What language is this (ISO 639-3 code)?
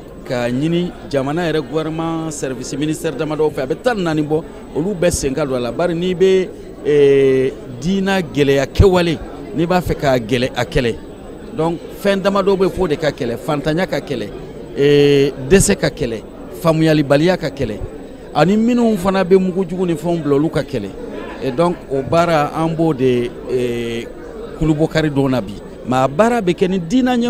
bam